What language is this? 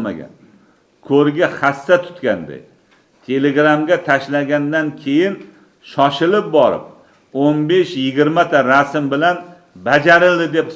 Uzbek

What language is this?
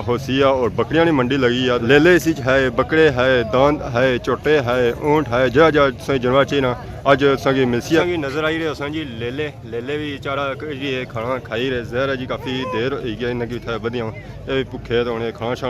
Pahari-Potwari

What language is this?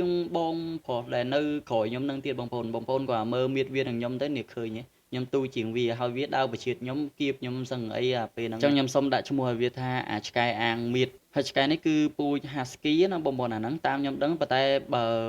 Khmer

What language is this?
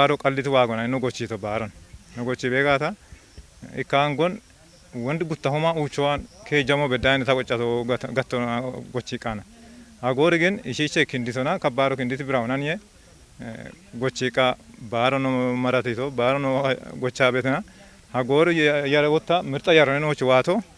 Kafa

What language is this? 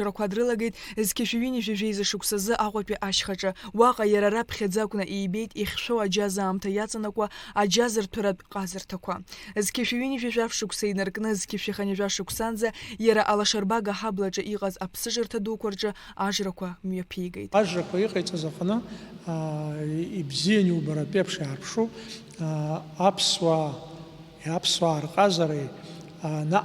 Abkhazian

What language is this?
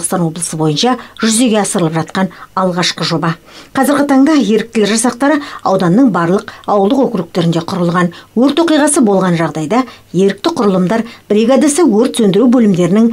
Kazakh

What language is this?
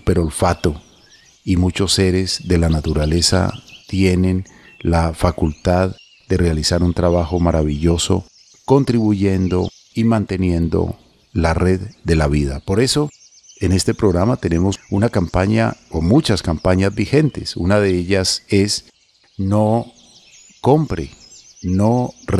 Spanish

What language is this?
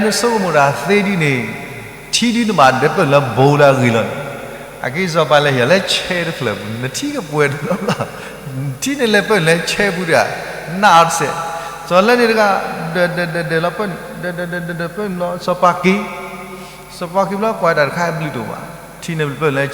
S'gaw Karen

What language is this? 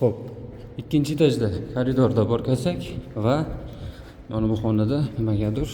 Uzbek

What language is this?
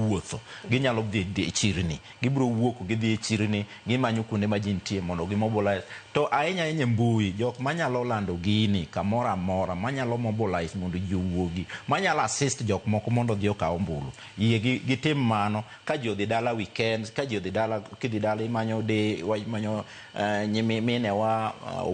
Luo (Kenya and Tanzania)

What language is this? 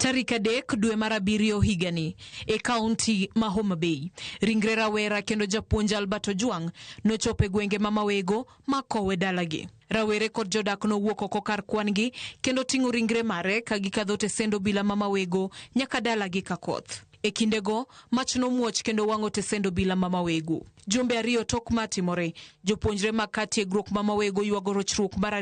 Luo (Kenya and Tanzania)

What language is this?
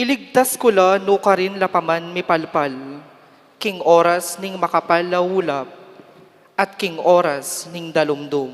Pampanga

